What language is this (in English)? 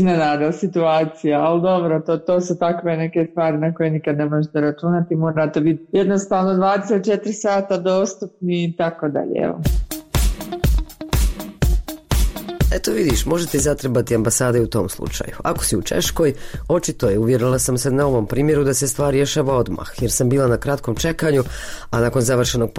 Croatian